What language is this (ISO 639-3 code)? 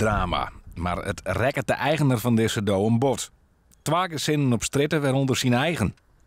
fry